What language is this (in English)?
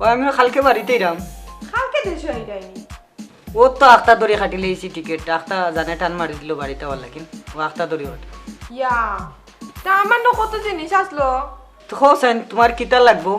Sylheti